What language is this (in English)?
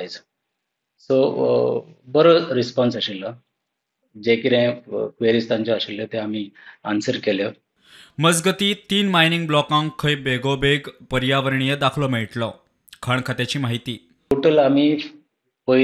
Konkani